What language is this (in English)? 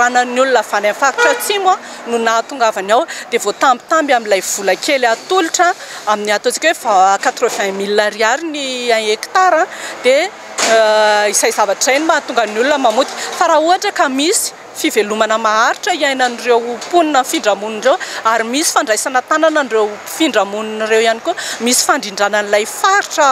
Malagasy